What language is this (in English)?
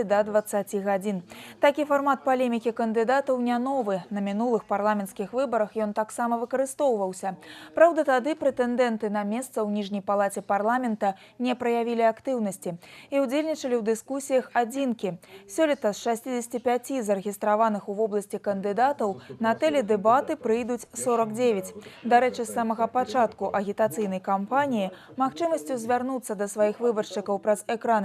Belarusian